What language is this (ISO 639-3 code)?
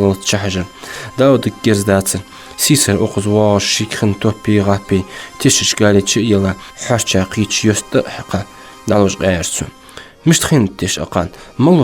inh